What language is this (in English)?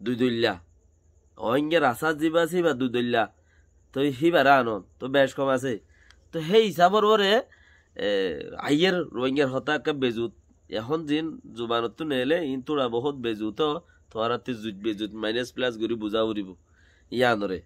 Rohingya